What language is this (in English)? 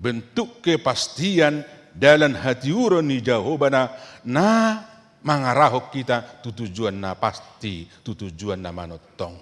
Batak Toba